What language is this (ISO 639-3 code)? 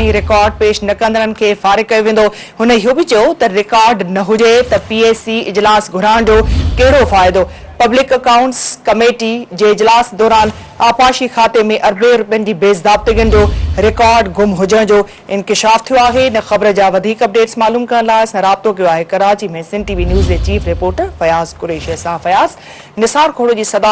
snd